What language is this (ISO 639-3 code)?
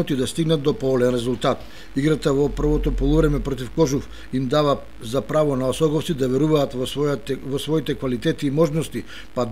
mkd